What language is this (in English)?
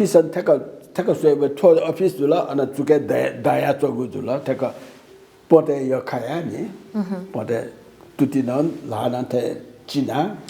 Newari